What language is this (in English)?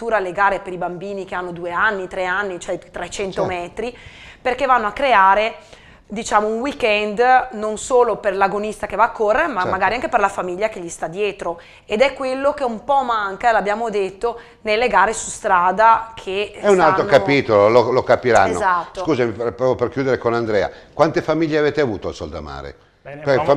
Italian